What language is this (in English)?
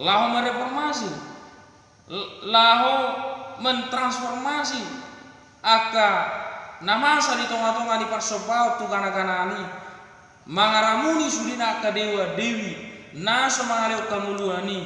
Batak Toba